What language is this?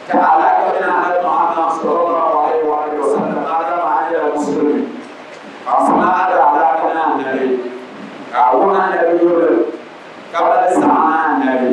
Dagbani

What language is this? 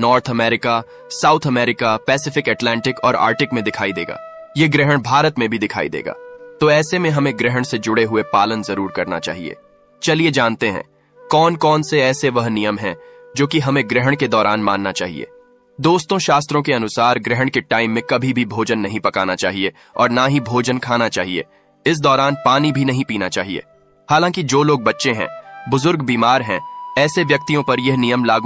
Hindi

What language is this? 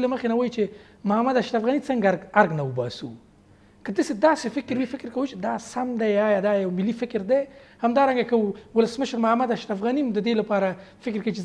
Pashto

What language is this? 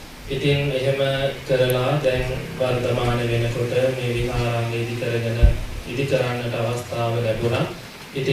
Sinhala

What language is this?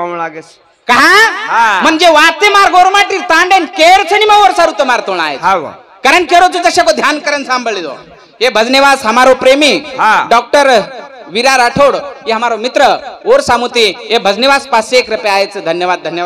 Lambadi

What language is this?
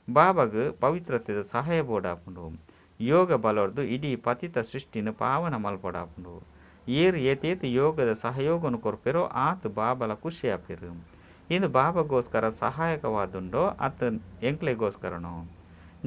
Tulu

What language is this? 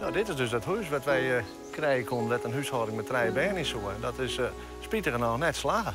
Western Frisian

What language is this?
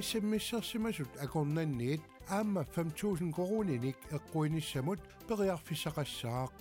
Kalaallisut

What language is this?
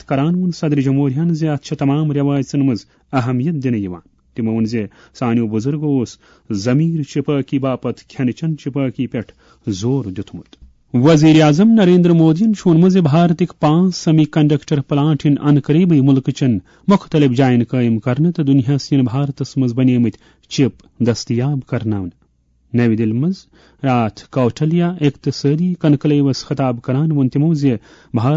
Kashmiri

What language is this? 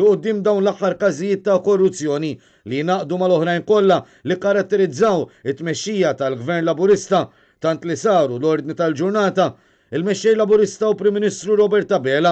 Maltese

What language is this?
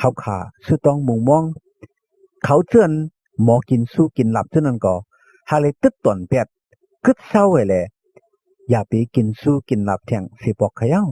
Shan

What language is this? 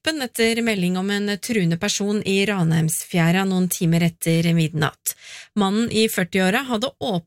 Norwegian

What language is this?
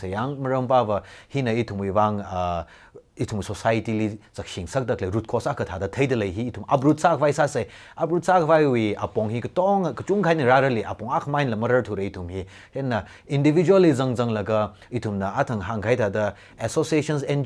Tangkhul Naga (India)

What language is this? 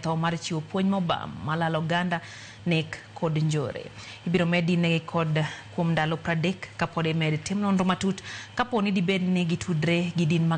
Luo (Kenya and Tanzania)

